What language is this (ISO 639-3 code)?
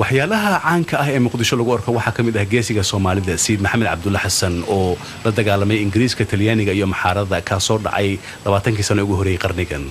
som